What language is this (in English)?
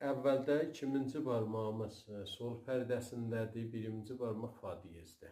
South Azerbaijani